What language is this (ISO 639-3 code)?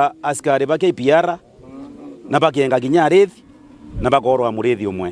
mer